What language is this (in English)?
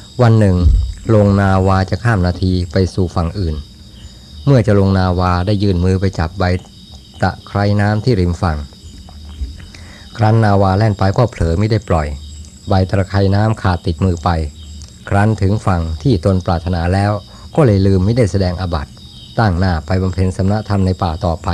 Thai